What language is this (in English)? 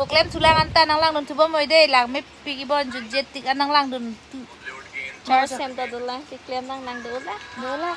Karbi